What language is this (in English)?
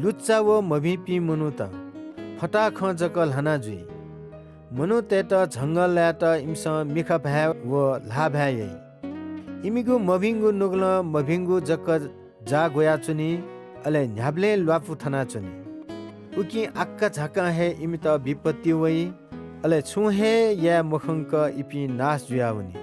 Newari